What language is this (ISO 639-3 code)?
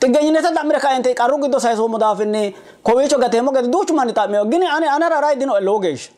sid